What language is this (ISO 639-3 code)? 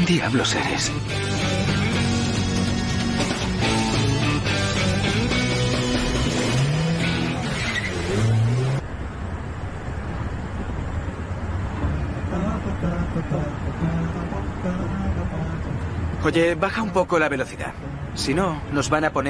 spa